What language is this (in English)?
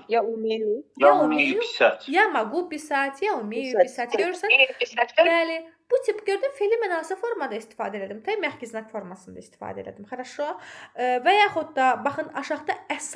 Azerbaijani